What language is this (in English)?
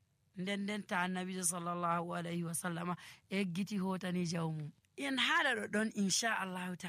Nigerian Fulfulde